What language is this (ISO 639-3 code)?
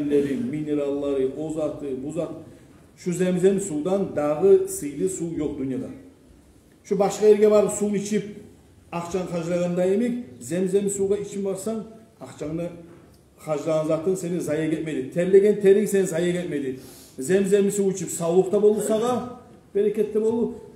kum